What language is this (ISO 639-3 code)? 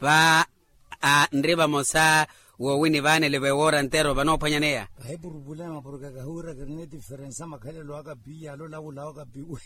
vmw